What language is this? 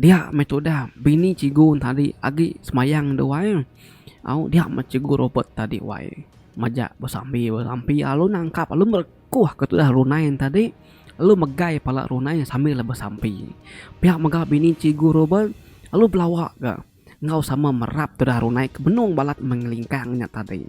Iban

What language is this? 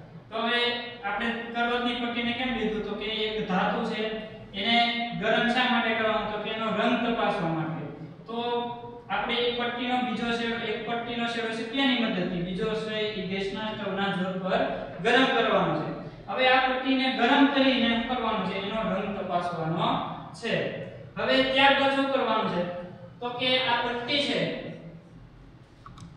Gujarati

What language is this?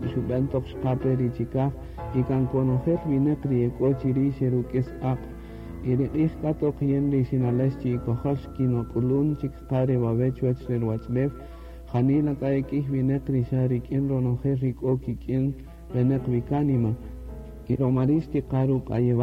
Kaqchikel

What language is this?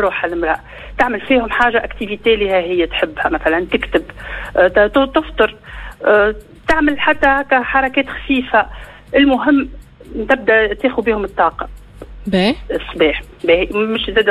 Tunisian Arabic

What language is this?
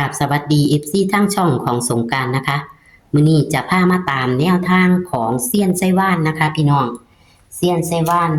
Northeastern Thai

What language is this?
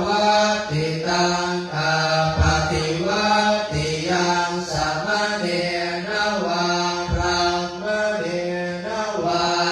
Pali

